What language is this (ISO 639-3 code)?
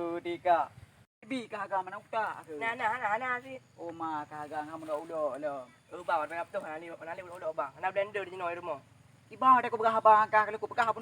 ace